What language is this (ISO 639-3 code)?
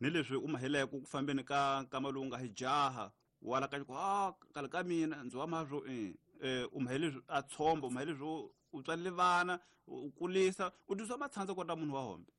tso